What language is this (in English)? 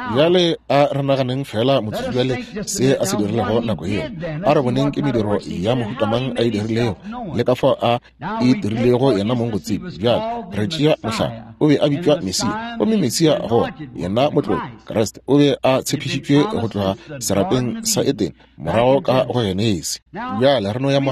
Northern Sotho